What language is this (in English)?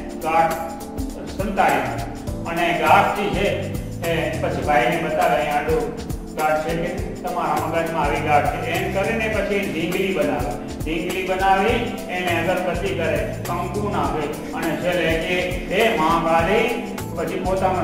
Gujarati